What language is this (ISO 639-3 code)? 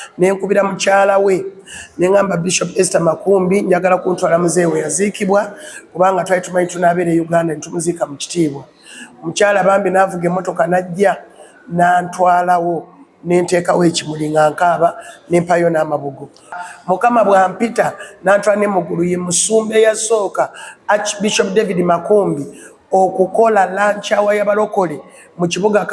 lug